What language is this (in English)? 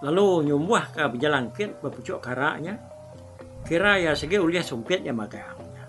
Iban